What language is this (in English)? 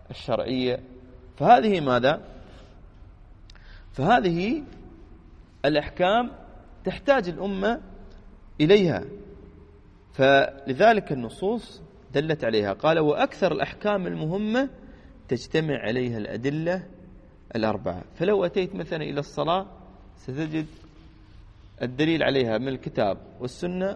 Arabic